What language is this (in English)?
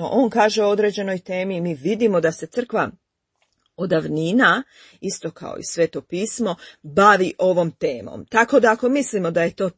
Croatian